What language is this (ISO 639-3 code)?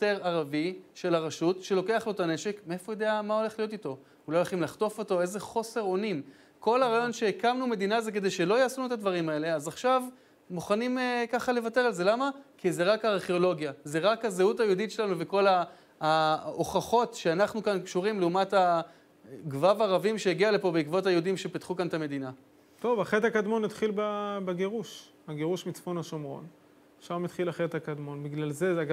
heb